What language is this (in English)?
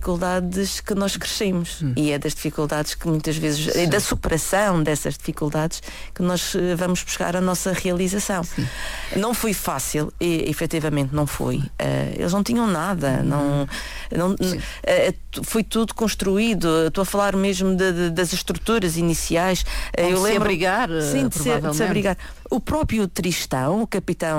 Portuguese